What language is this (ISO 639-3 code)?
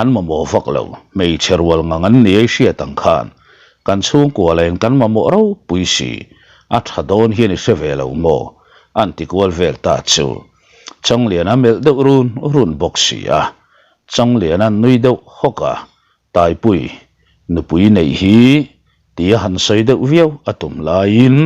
lus